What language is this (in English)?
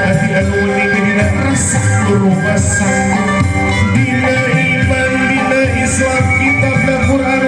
Sundanese